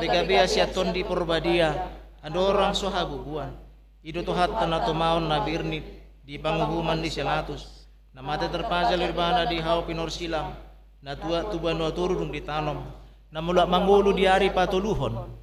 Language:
Batak Toba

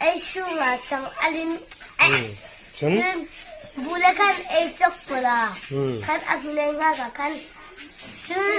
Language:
Hmar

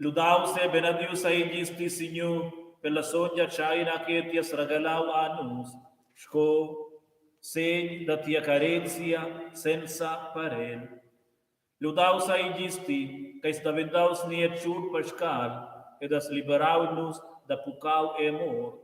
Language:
Romansh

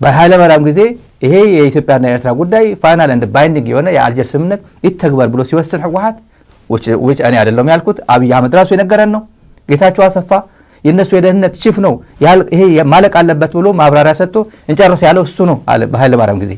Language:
Amharic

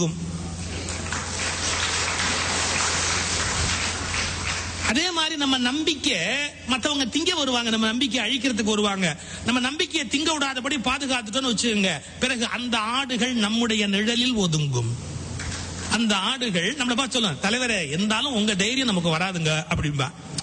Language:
Tamil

